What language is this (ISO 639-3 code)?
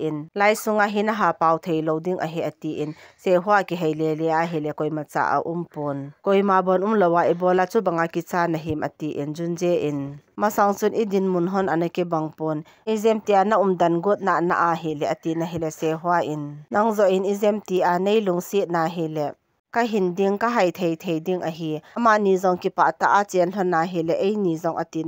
tcz